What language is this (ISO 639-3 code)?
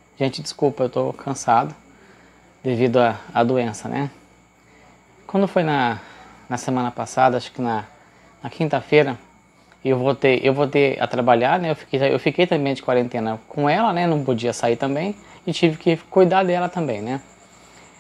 por